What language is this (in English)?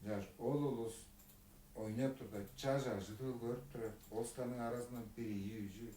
Tuvinian